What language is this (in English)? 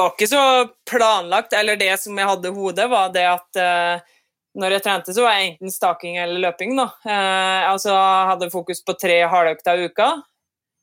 Norwegian